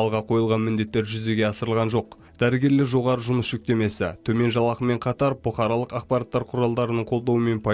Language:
Kazakh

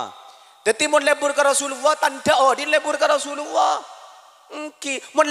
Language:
Madurese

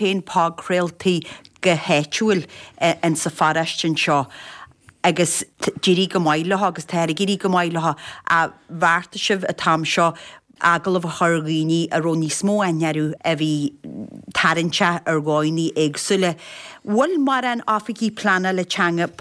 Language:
Irish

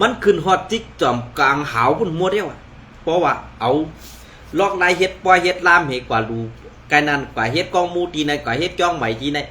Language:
Shan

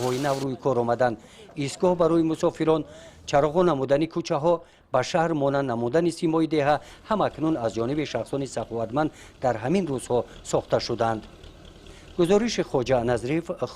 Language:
Tajik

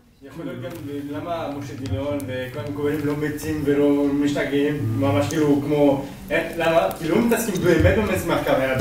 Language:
Hebrew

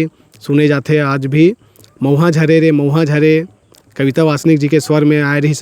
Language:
Chhattisgarhi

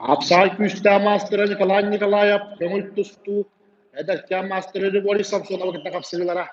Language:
Yakut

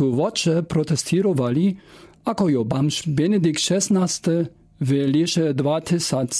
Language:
Lower Sorbian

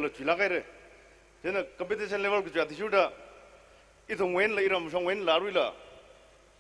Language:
Tangkhul Naga (India)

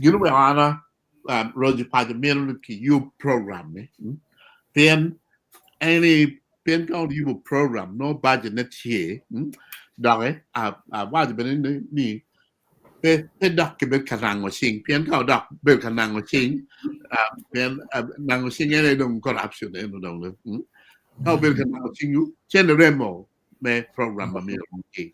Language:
Acoli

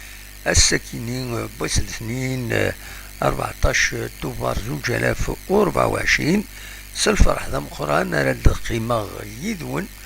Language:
Kabyle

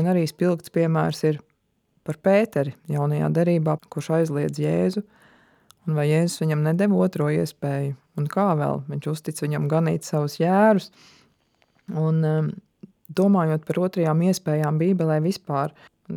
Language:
Latvian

